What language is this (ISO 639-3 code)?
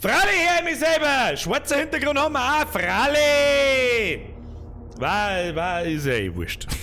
bar